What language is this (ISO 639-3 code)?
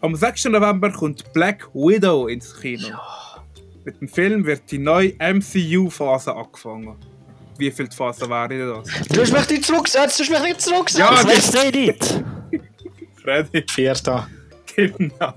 gsw